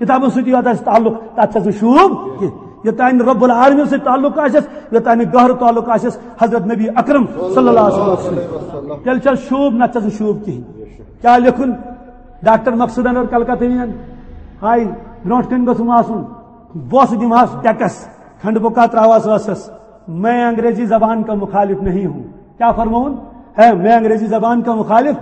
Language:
Kashmiri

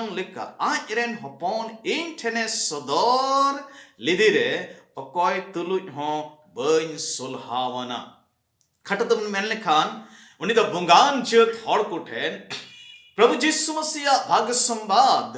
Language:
Santali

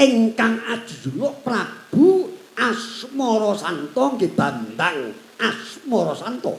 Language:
Javanese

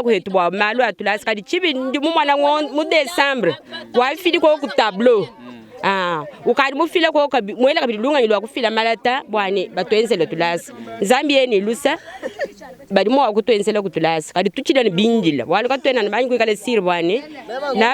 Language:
Luba-Lulua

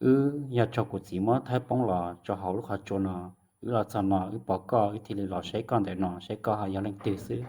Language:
Hmong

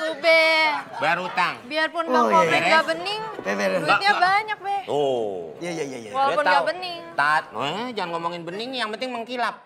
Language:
Betawi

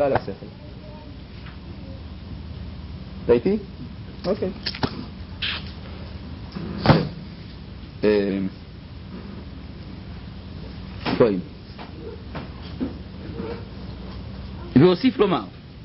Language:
Hebrew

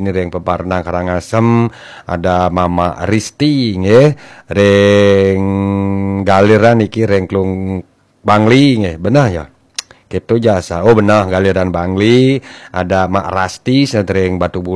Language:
Balinese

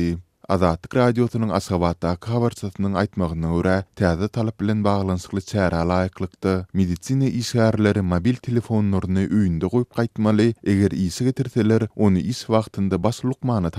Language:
Turkmen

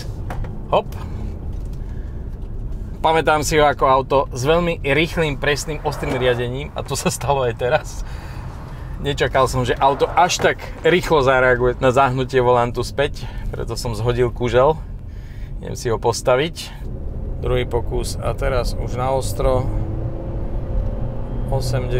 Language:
Slovak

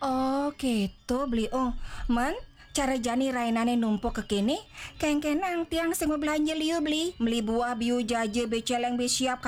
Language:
Balinese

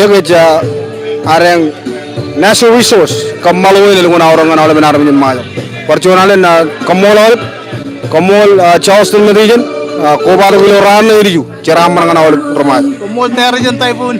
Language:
Marshallese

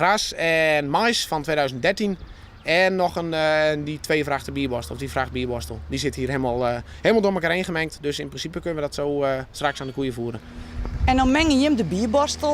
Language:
Western Frisian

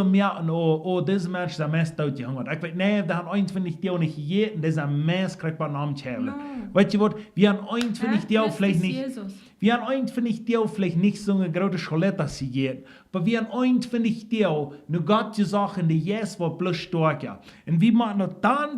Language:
Plautdietsch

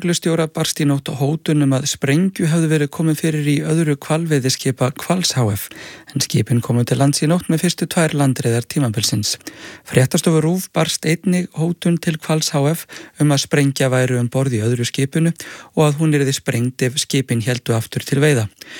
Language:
Icelandic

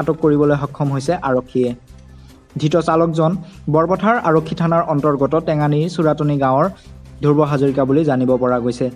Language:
Assamese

